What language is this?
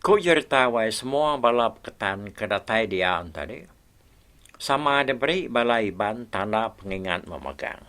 Iban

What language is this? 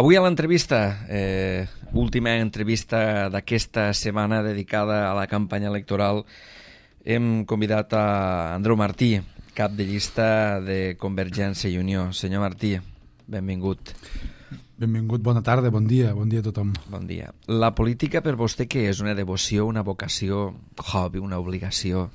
Catalan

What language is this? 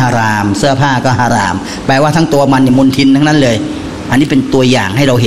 Thai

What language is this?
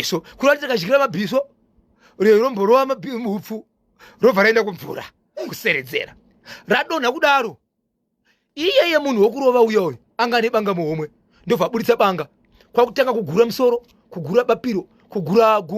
Shona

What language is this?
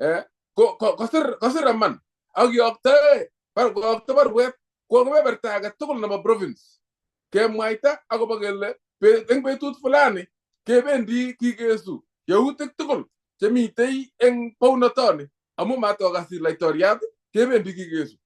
Kalenjin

